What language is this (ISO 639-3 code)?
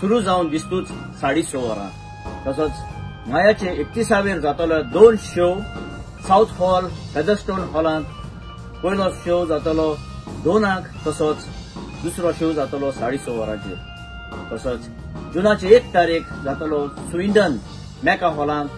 kok